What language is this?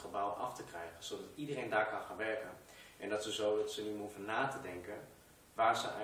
Dutch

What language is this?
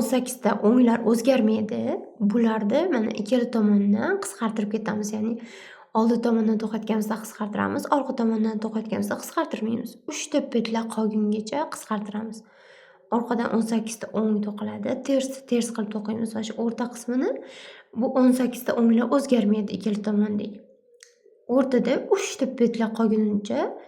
Uzbek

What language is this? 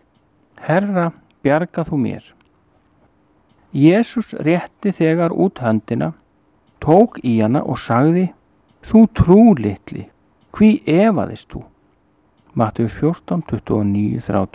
Icelandic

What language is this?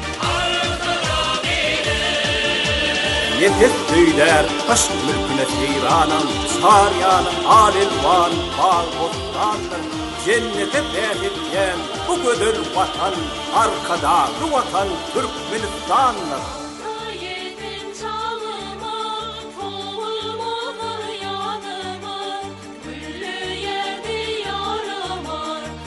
Turkmen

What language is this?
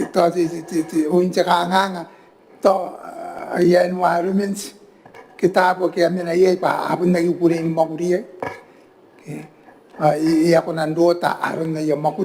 Gilbertese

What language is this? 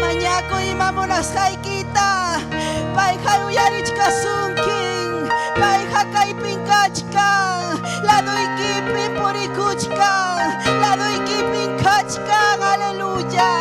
Ayacucho Quechua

